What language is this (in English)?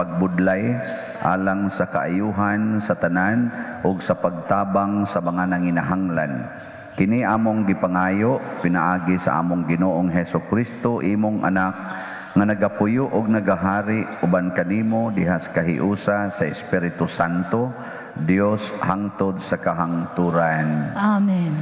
Cebuano